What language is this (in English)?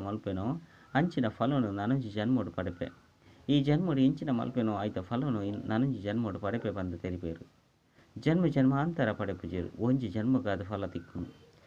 Tulu